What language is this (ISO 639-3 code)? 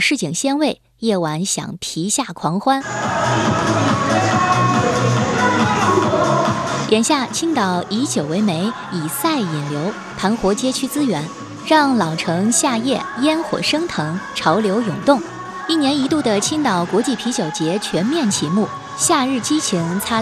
zho